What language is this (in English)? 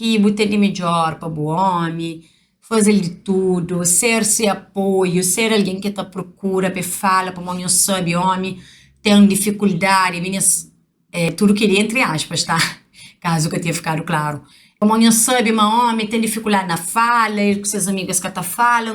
Kabuverdianu